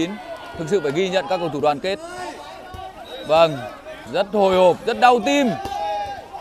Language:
Vietnamese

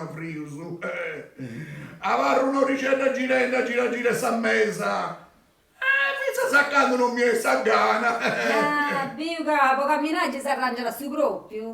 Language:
Sardinian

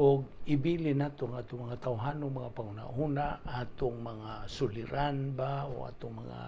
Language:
Cebuano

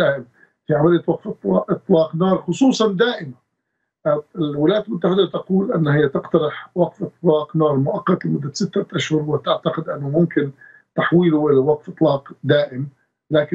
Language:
Arabic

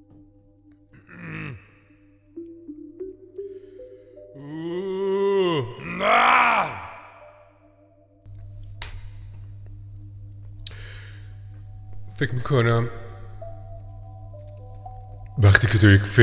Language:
Persian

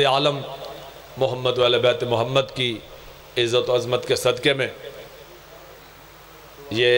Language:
Urdu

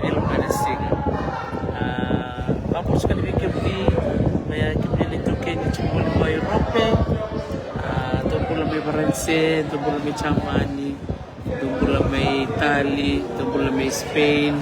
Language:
Fijian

